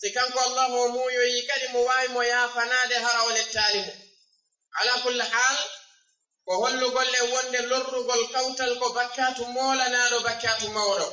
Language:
Fula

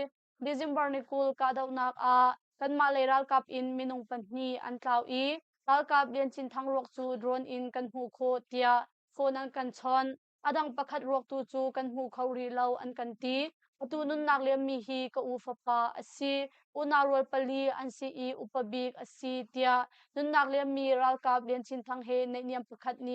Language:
Hakha Chin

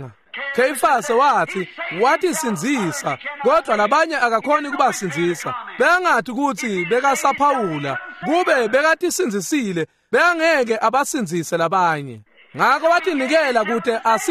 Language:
Swati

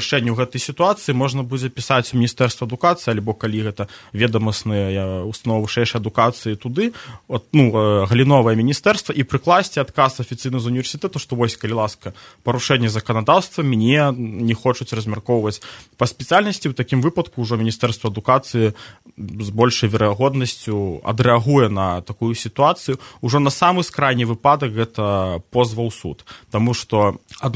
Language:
Belarusian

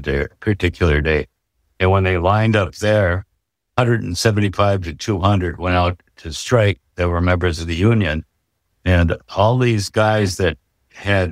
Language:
English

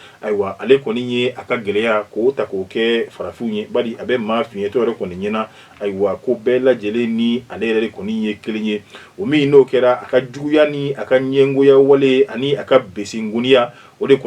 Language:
Bambara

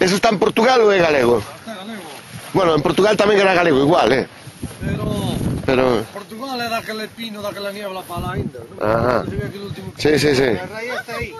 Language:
Galician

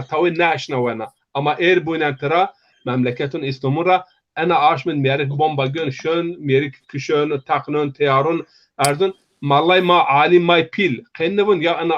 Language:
Zaza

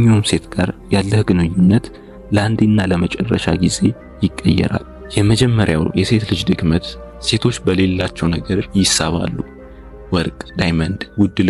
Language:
Amharic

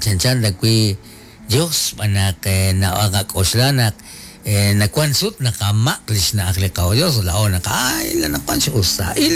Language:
Kekchí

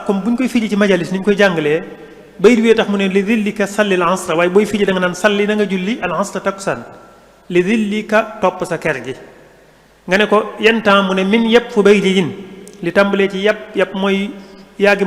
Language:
Wolof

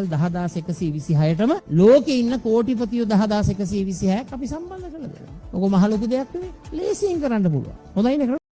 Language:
Sinhala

